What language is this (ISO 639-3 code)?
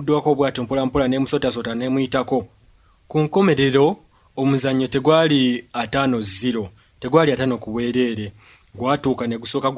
lug